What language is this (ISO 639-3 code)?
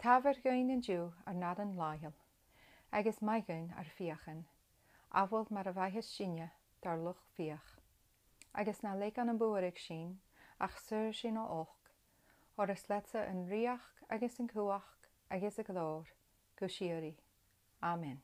gla